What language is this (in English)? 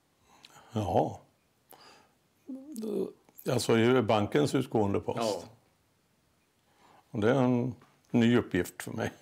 Swedish